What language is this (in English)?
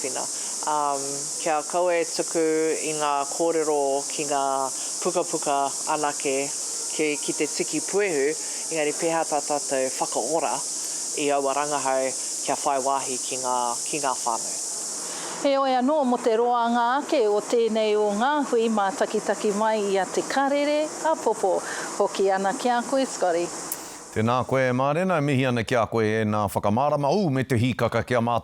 Māori